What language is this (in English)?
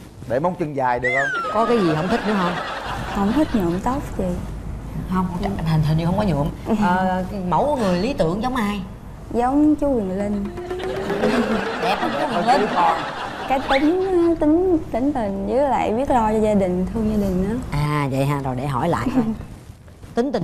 Vietnamese